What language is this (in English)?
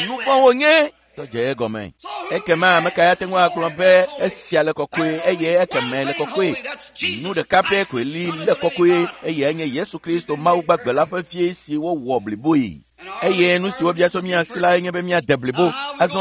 Ewe